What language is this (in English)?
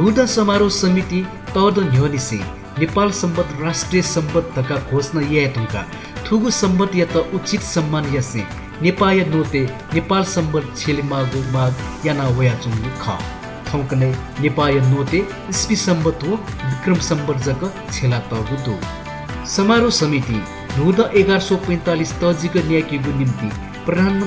Newari